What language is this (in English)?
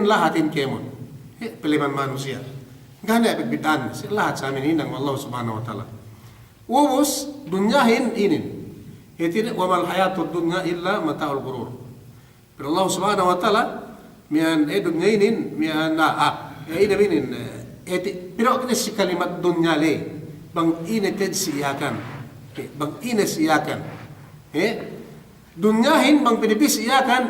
Yakan